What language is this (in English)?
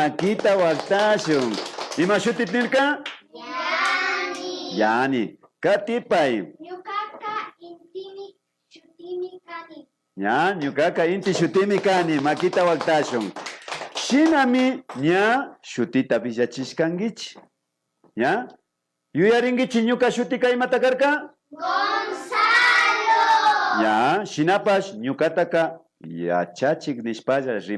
Imbabura Highland Quichua